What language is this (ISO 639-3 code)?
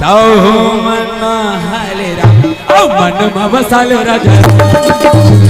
hne